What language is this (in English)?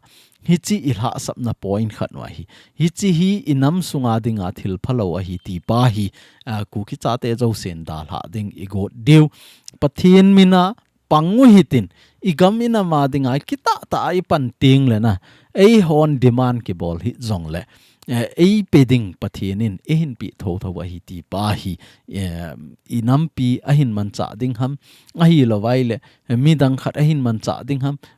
Thado Chin